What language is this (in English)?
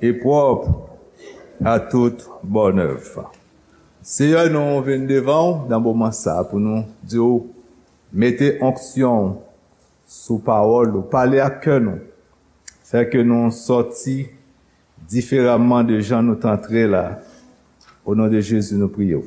Haitian Creole